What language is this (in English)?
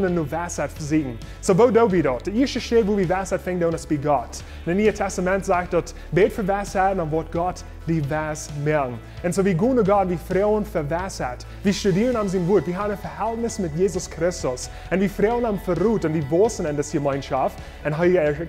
Plautdietsch